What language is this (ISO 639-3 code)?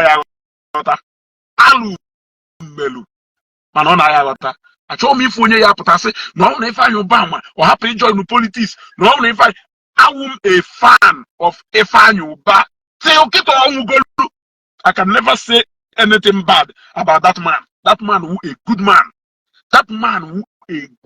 ibo